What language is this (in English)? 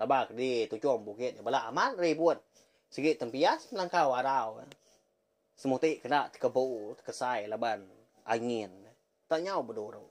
Iban